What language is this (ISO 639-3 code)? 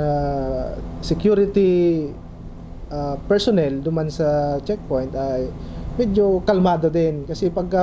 bik